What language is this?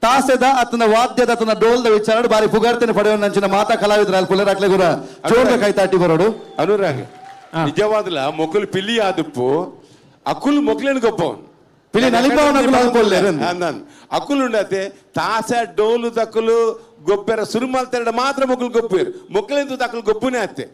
Tulu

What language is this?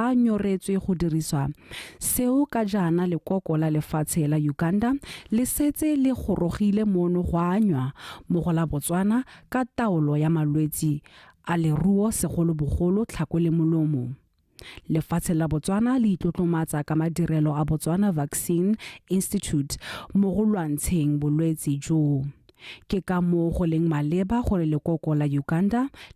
Tswana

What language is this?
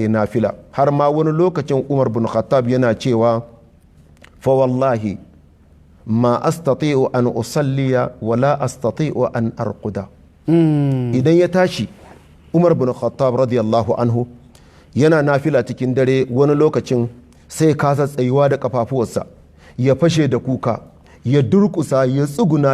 Hausa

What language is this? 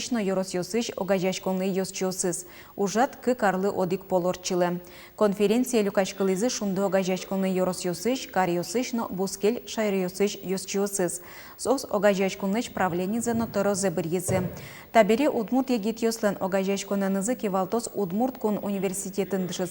Udmurt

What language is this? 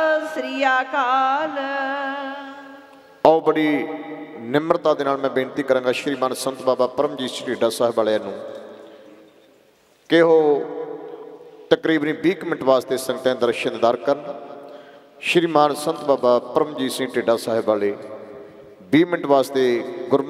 Punjabi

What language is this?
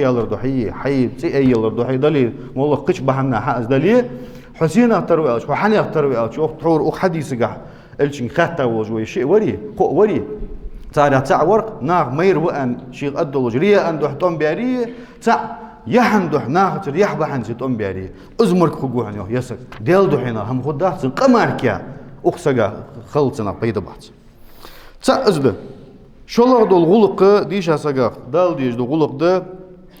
Ingush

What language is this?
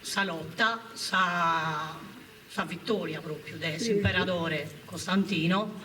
Sardinian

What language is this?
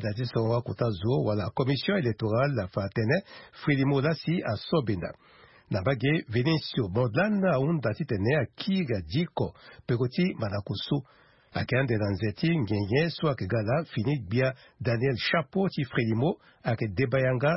Sango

